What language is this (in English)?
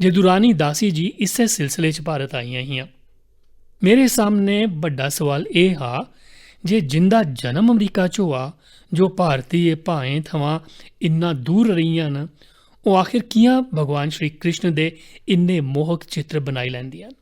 Dogri